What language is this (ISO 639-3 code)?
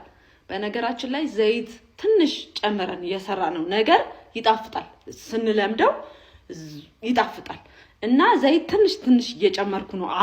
amh